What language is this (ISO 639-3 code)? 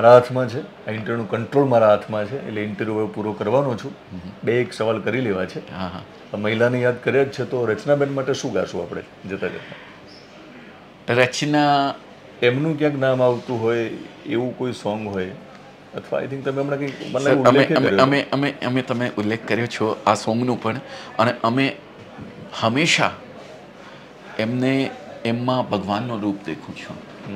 guj